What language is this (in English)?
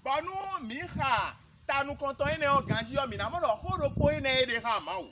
Fon